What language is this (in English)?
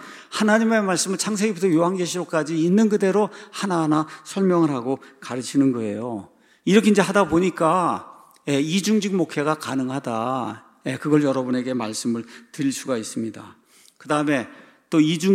Korean